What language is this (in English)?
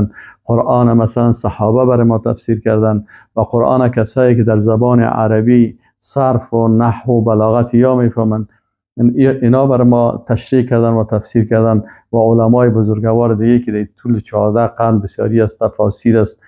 Persian